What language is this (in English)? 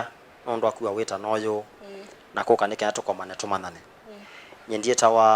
Kamba